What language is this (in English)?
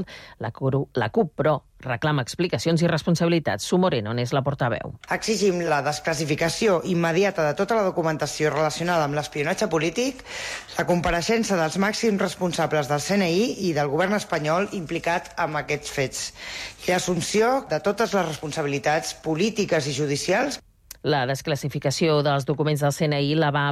Catalan